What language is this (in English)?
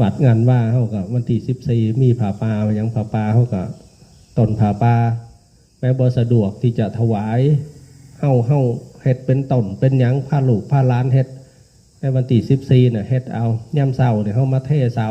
Northeastern Thai